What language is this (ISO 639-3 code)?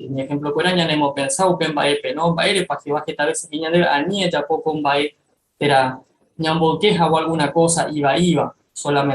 grn